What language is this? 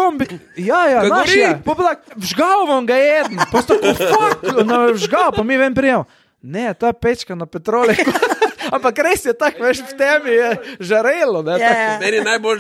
Slovenian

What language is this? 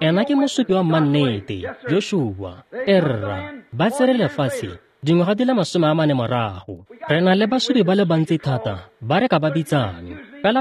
Tswana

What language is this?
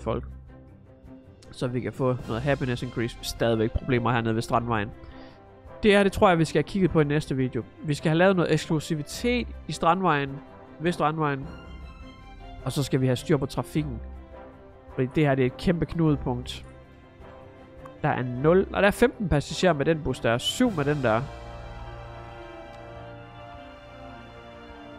Danish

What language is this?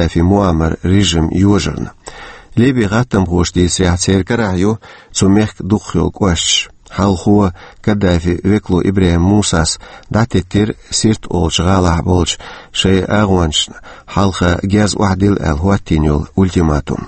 Chechen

